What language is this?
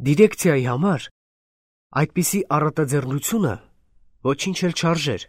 Armenian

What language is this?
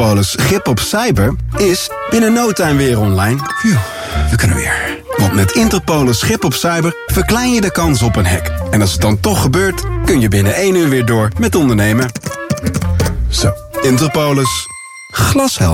Dutch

